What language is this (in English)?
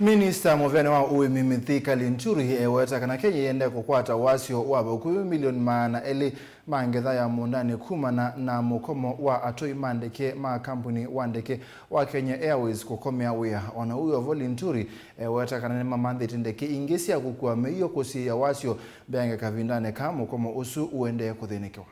Kamba